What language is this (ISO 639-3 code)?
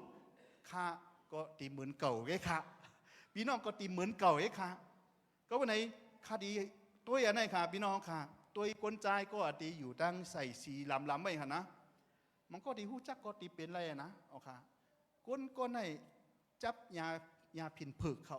shn